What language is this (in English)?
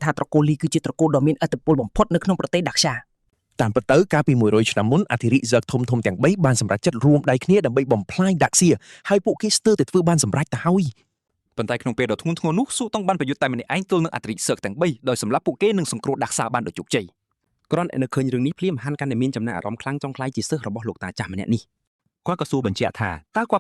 Khmer